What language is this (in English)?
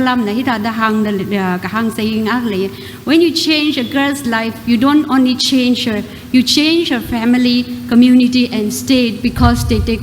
Tangkhul Naga (India)